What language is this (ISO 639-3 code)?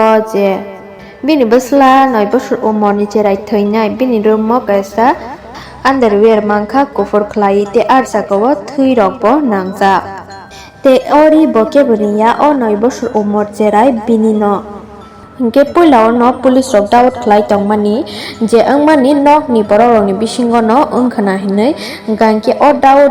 trp